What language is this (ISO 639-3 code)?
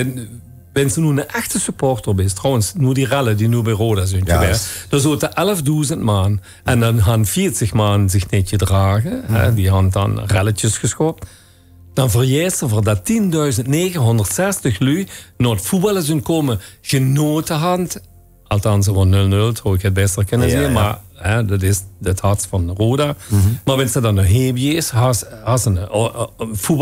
lim